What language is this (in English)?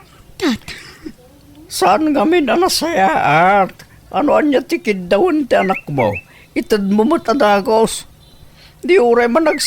Iloko